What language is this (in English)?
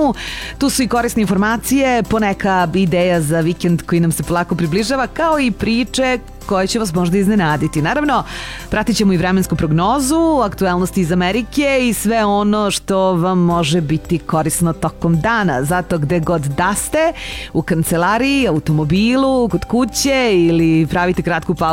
Serbian